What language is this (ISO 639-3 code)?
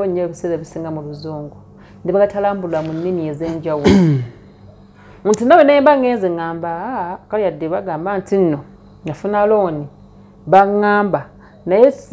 lug